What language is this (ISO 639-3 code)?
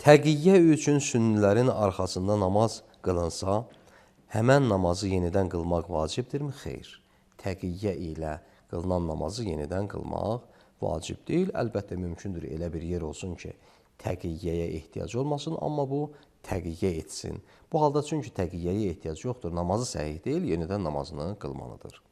aze